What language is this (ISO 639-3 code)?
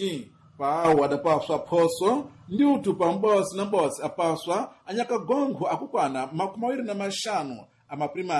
seh